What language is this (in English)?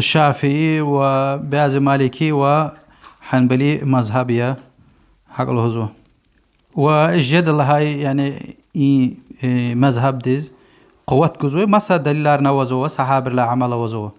Lezghian